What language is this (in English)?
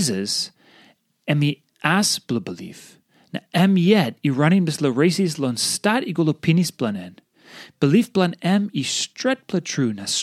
Tok Pisin